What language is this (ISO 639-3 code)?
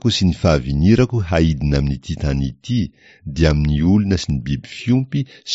mlg